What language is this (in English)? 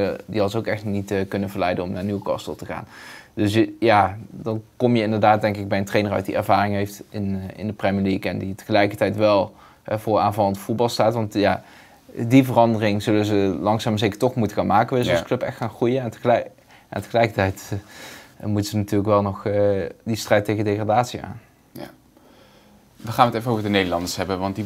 Dutch